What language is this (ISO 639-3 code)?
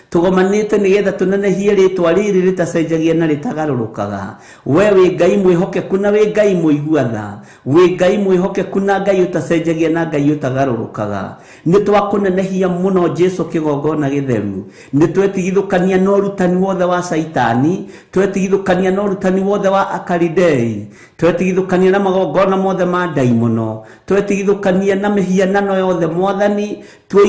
kik